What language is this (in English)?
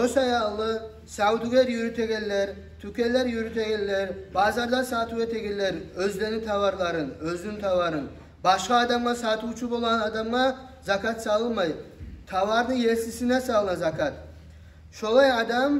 Kumyk